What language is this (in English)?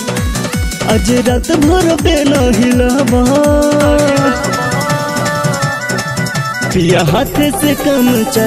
Bhojpuri